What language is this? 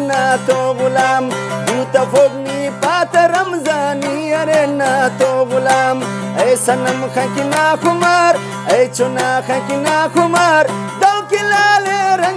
Brahui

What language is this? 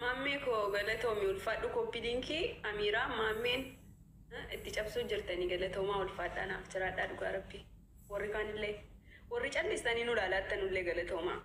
Oromo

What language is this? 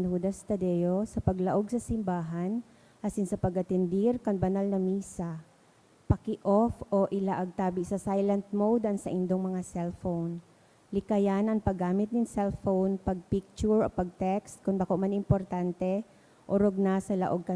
Bikol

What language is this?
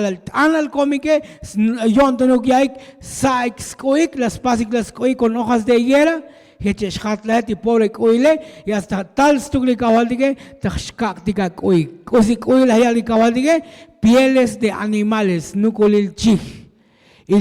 Tzotzil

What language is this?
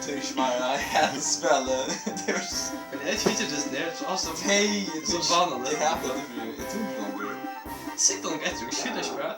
Faroese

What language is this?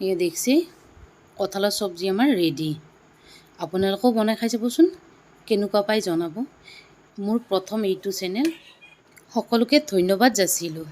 Assamese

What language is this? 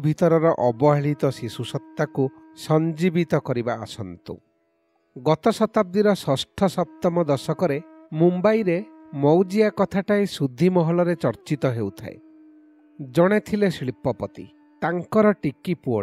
Odia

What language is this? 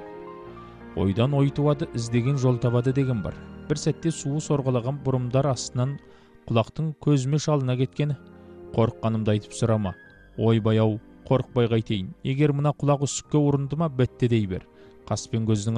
Kazakh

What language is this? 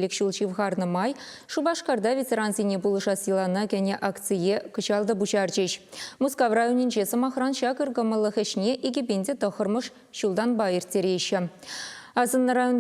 Chuvash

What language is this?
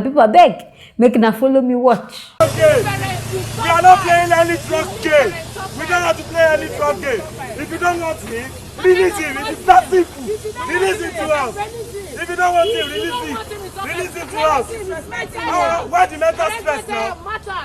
Nigerian Pidgin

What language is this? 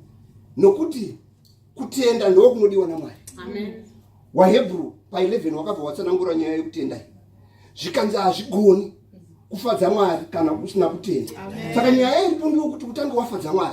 Shona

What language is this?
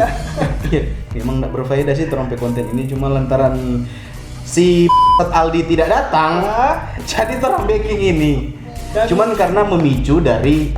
Manado Malay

